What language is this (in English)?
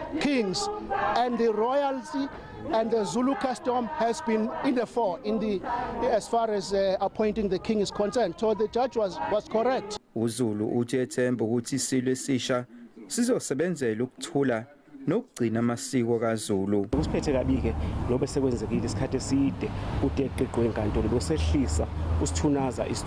Zulu